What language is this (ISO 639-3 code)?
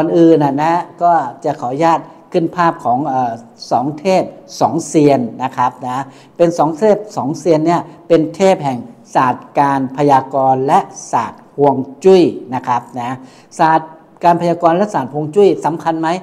tha